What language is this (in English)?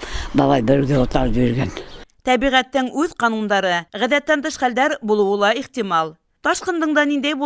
Bashkir